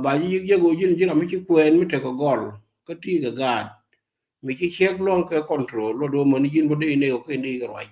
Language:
Nuer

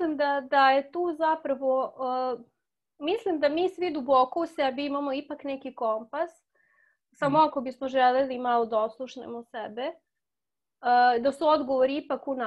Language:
Serbian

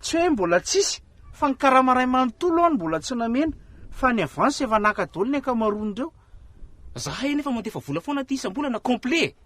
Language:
Malagasy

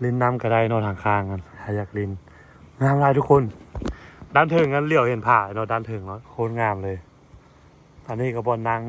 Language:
Lao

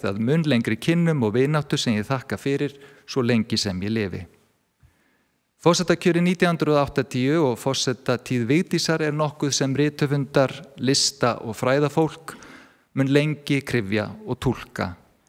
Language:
Icelandic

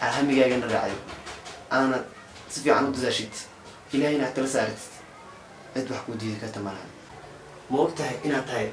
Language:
Somali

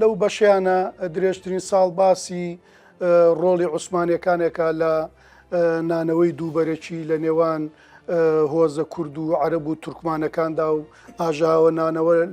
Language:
Central Kurdish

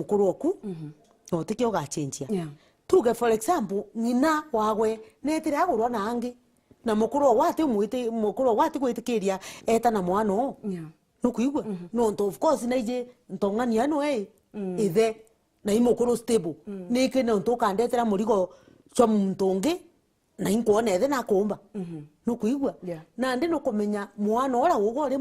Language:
Meru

